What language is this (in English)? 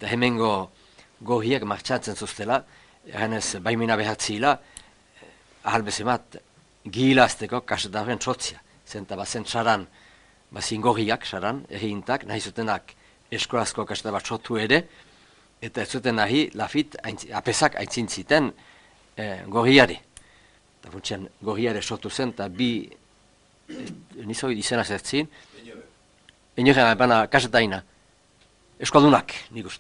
Basque